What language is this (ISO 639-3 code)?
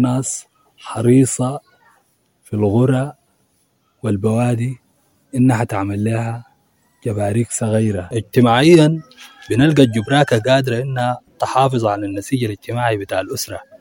apd